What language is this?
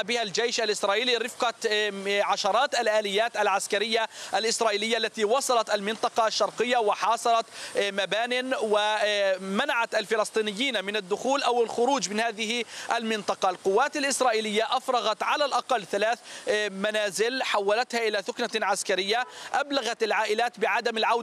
Arabic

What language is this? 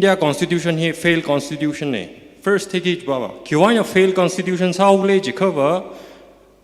Tangkhul Naga (India)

